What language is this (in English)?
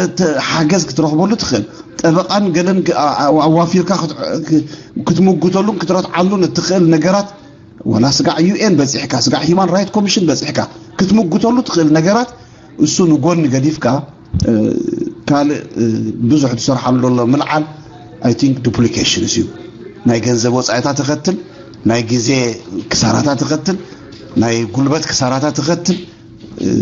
Tigrinya